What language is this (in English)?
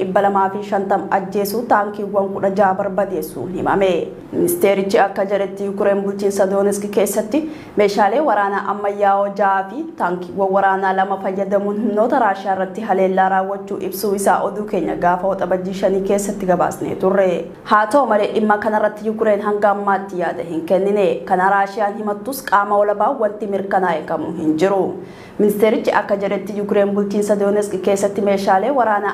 Oromo